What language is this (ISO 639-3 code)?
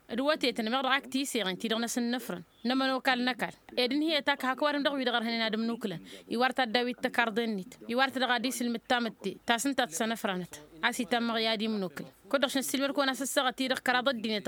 taq